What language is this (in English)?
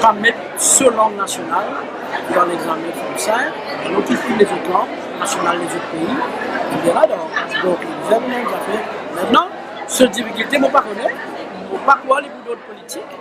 Morisyen